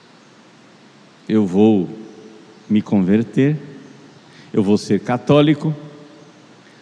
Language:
Portuguese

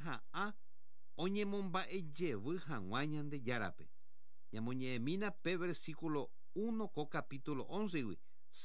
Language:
Guarani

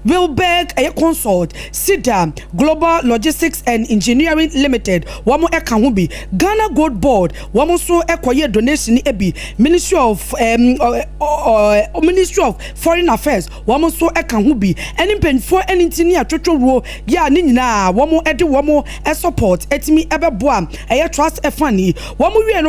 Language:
Akan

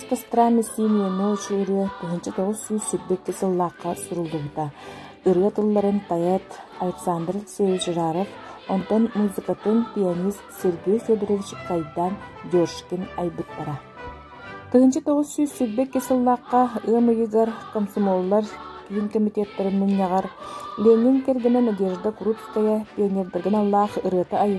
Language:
Yakut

